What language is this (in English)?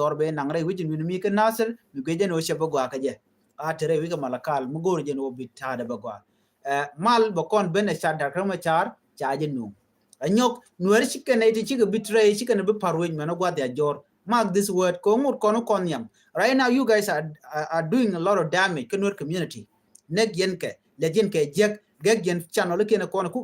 Nuer